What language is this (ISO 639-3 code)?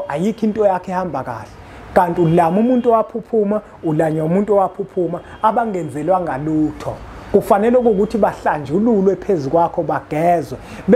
zul